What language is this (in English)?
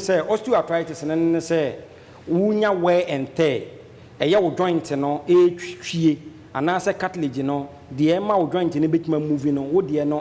Akan